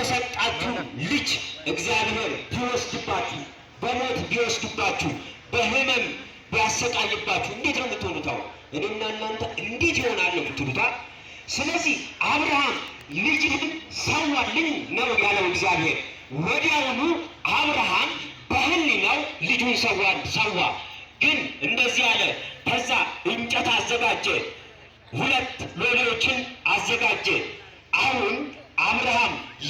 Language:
Amharic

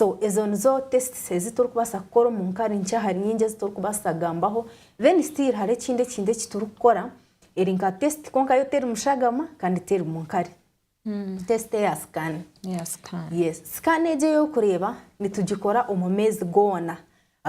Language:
Nyankole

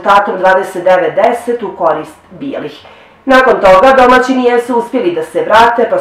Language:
Bosnian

